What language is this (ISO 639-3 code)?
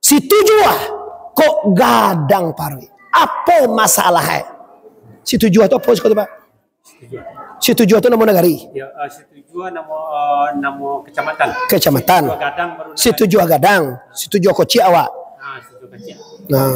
min